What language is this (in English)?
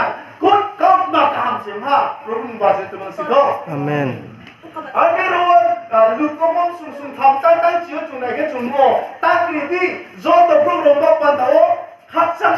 Riang (India)